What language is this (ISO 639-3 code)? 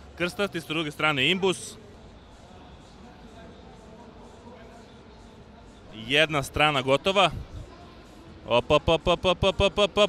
srp